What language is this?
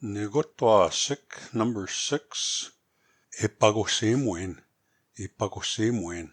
Plains Cree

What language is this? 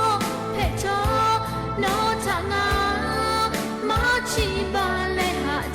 Lahu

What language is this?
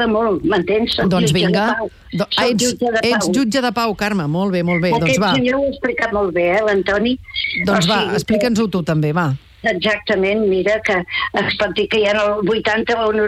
Catalan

